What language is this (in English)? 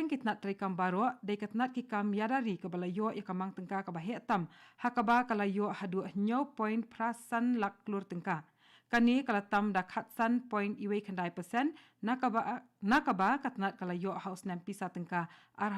Khasi